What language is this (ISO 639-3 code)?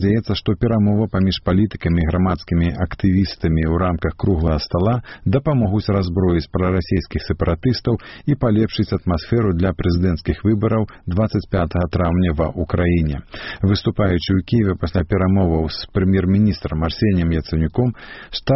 bel